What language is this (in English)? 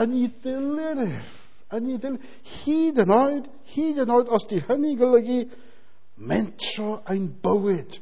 Welsh